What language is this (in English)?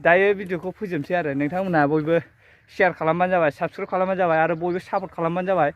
Bodo